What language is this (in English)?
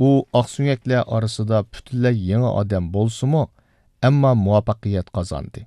Uyghur